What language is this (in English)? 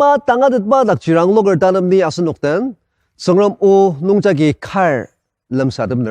Ao Naga